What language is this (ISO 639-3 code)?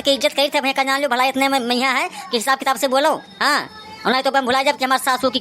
awa